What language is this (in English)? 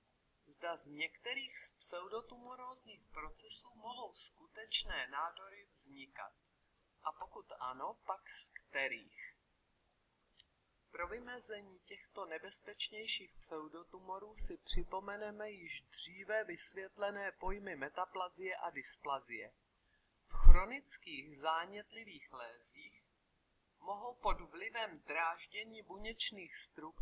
Czech